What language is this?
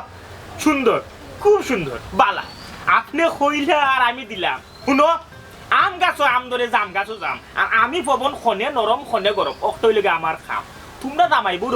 Sylheti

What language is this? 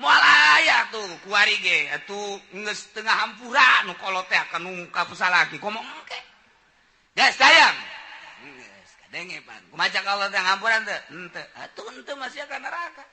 Sundanese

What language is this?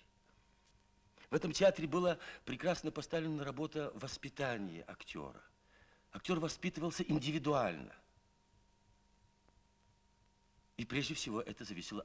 Russian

